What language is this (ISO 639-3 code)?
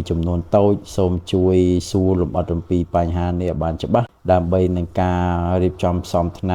khm